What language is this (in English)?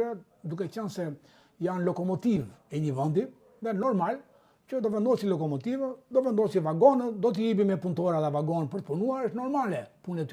Albanian